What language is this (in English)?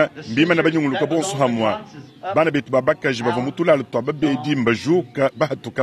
Luba-Lulua